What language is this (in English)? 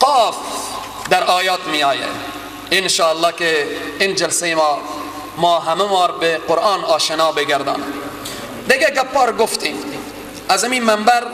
Persian